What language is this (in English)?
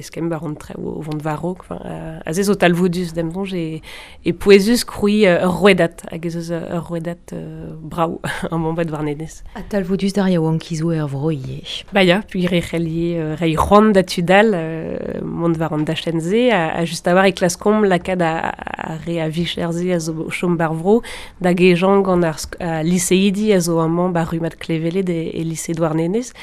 Breton